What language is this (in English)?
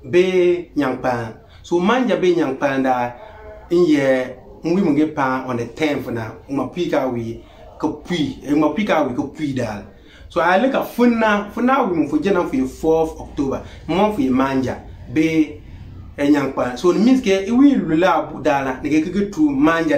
Konkomba